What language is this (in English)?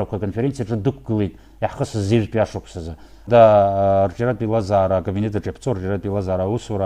Abkhazian